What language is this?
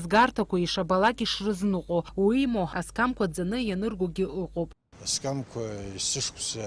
Abkhazian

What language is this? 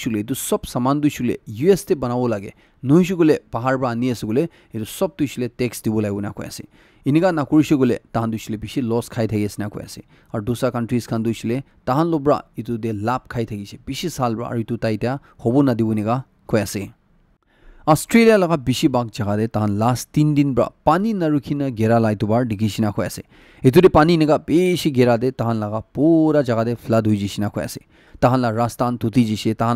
Naga Pidgin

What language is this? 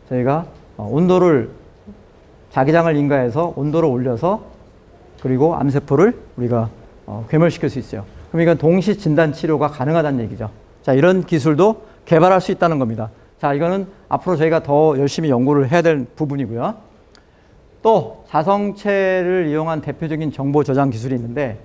Korean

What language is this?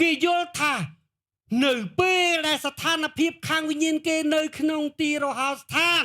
Khmer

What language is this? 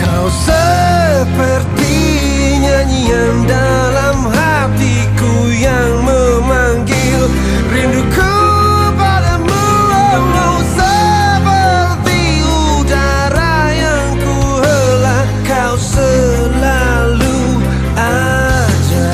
Banjar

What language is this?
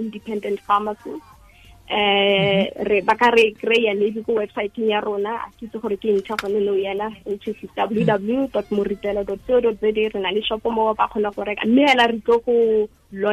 Tswana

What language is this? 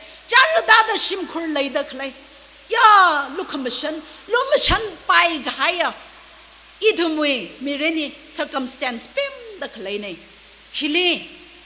Tangkhul Naga (India)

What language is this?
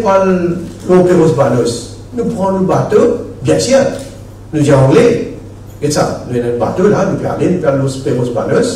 Morisyen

